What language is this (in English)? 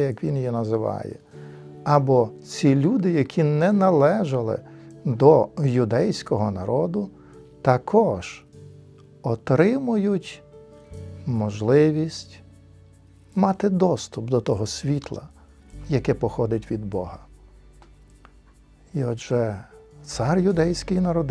Ukrainian